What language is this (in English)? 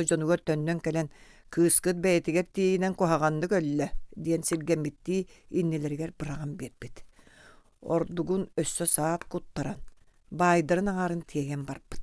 Yakut